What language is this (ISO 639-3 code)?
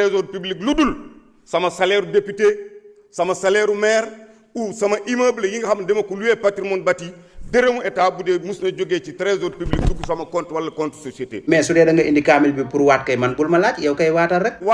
wol